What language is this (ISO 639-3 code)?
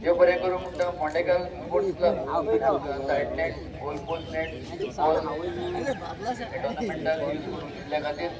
kok